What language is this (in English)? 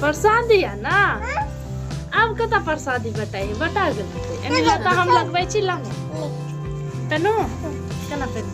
Maithili